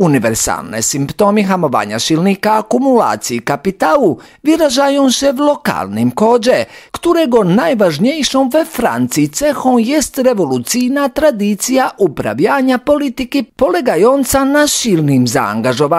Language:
Polish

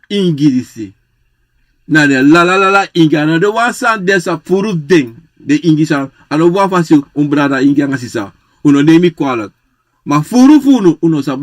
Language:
Sranan Tongo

